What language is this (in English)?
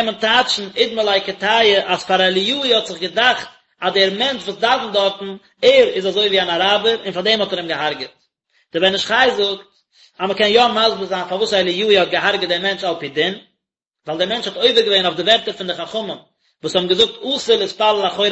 Yiddish